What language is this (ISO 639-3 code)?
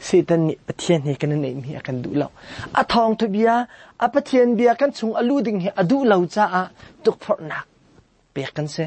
cnh